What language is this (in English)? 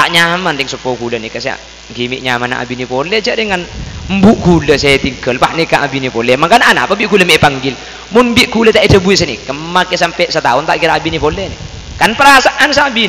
Madurese